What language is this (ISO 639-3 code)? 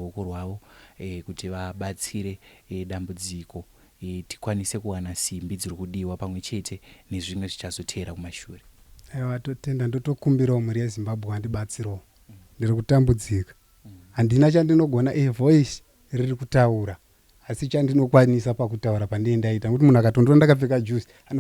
sna